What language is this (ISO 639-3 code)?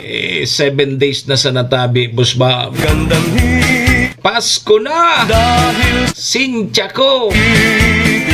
bik